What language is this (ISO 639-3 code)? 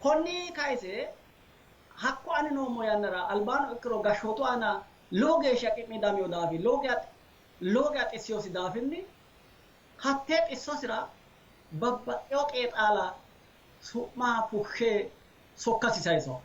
sid